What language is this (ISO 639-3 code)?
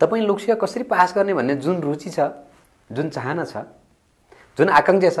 nep